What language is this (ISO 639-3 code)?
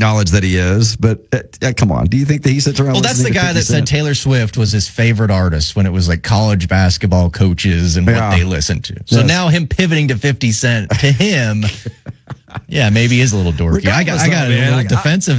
eng